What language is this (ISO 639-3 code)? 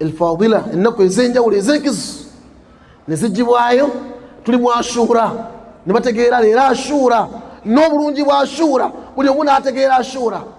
lug